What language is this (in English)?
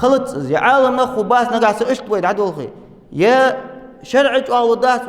Ingush